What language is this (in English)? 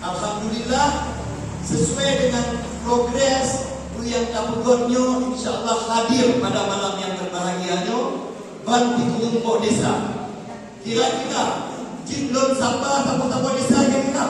Achinese